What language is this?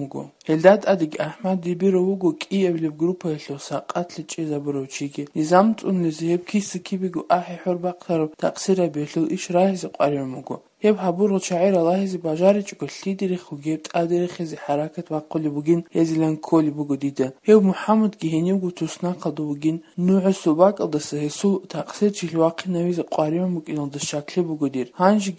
Avaric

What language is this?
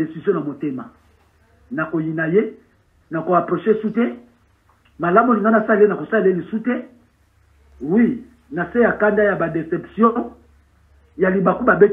Lingala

